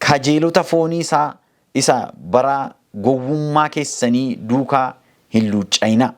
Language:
Oromo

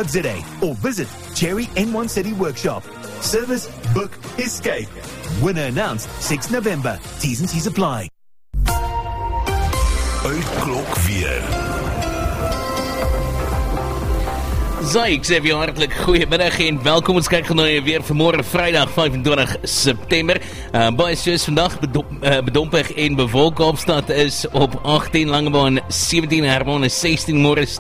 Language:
Afrikaans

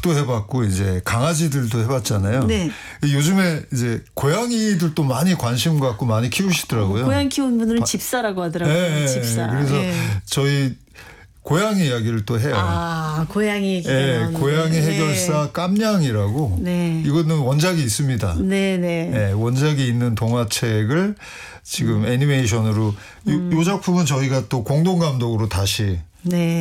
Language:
Korean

